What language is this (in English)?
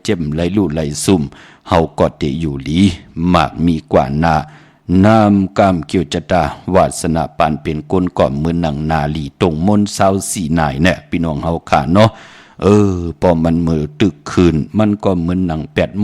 Shan